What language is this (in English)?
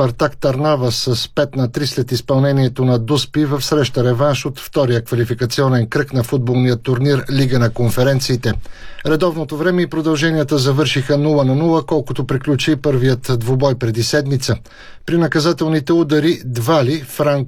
Bulgarian